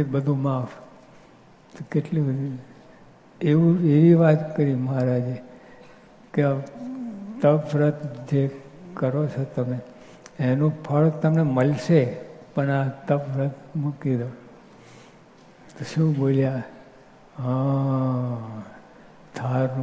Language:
Gujarati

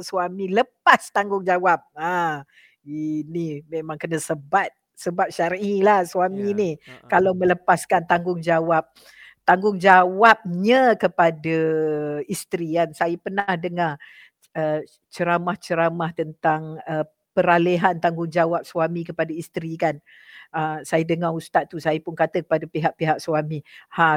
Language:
Malay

